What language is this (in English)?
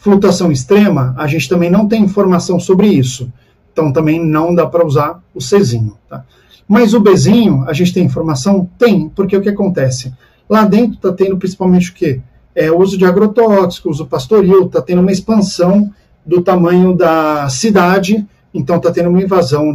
Portuguese